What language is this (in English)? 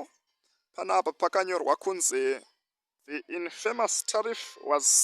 Shona